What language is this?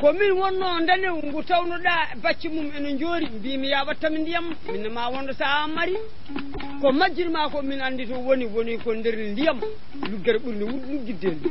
Fula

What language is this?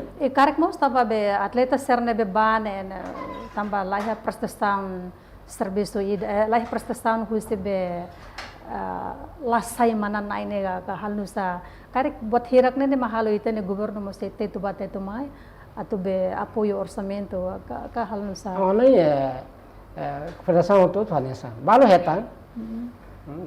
Tetum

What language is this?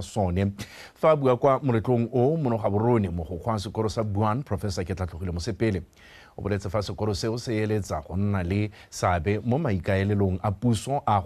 Tswana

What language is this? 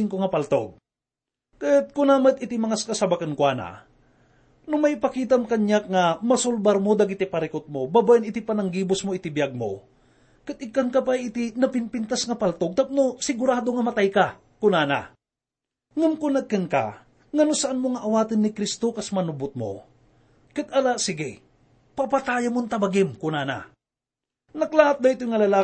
Iloko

